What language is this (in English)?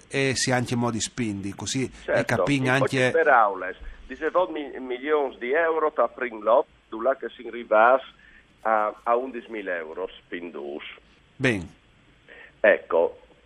Friulian